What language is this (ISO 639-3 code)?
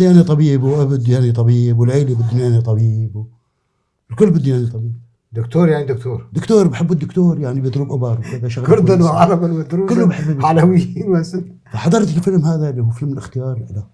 apc